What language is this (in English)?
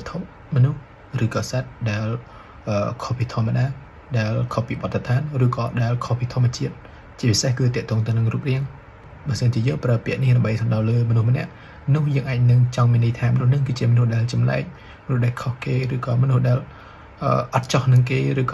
Khmer